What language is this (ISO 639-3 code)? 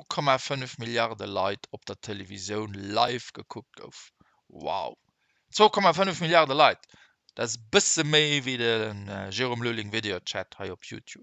ltz